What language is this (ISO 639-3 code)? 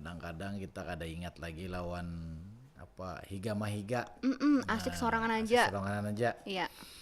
bjn